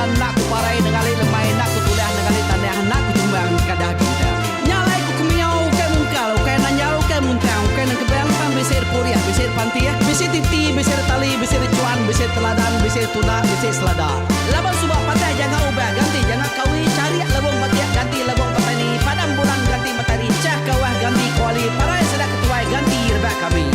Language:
Iban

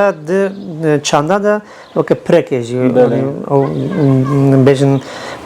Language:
Kurdish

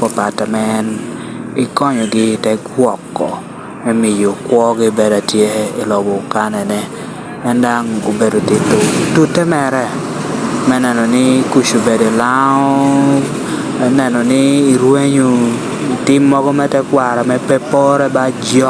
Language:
Lango (Uganda)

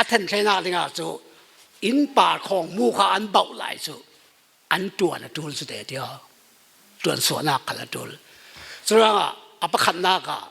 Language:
Falam Chin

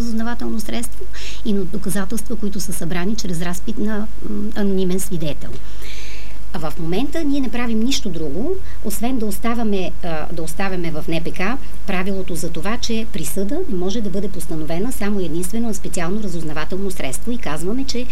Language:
Bulgarian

